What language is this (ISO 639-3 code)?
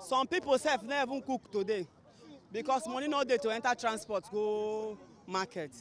pcm